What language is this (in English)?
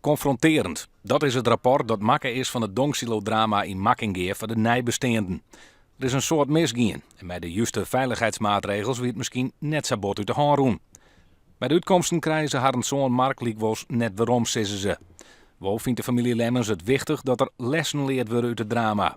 Western Frisian